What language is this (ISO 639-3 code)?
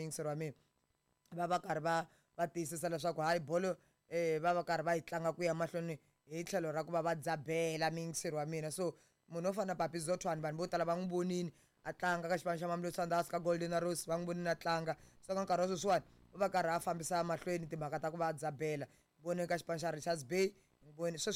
tso